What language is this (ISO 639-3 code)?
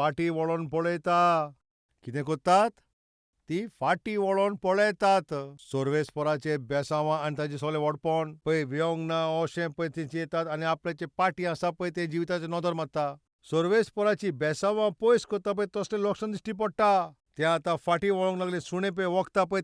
kok